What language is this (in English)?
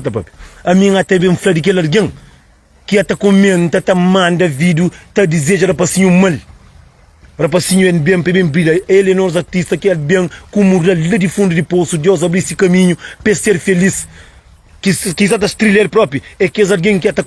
Kabuverdianu